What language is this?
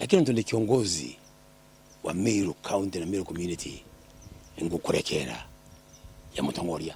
Meru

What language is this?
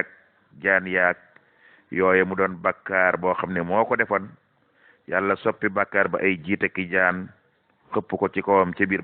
Wolof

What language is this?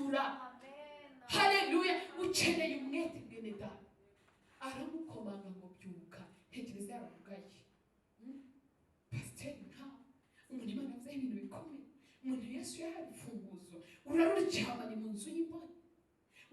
Kinyarwanda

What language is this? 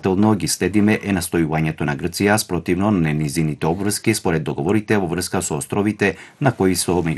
Macedonian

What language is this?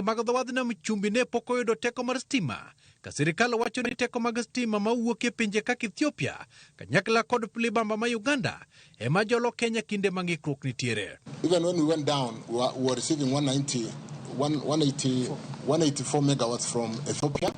Luo (Kenya and Tanzania)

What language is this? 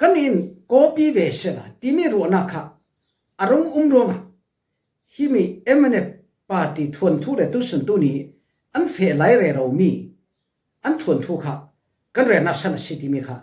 Falam Chin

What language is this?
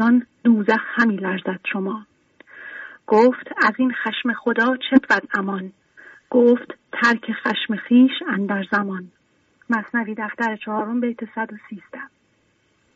Persian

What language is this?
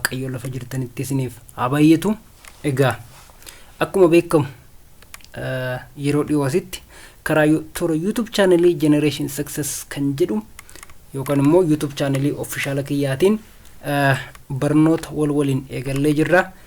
Oromo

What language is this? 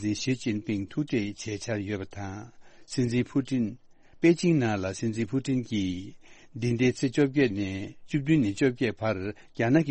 Tibetan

